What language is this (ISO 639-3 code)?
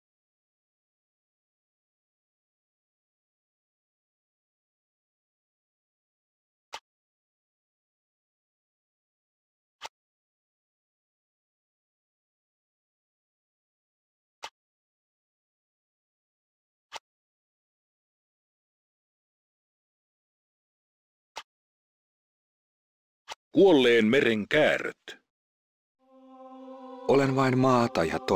fin